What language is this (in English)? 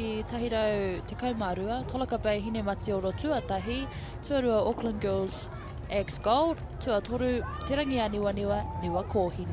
Māori